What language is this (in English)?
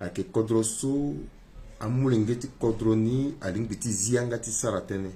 Sango